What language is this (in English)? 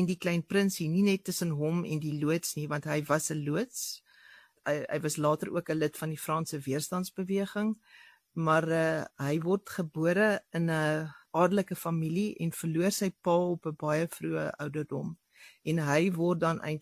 Afrikaans